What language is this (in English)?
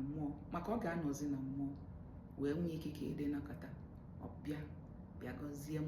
Igbo